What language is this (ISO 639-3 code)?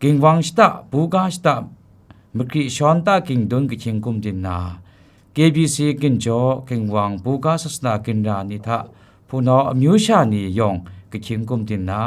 kac